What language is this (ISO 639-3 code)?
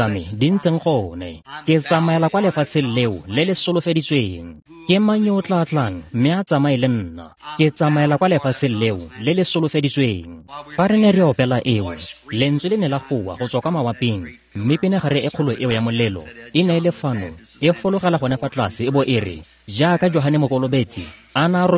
tsn